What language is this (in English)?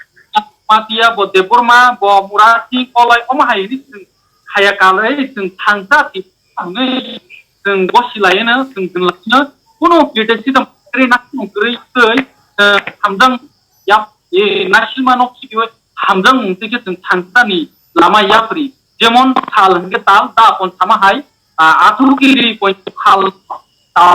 Kok Borok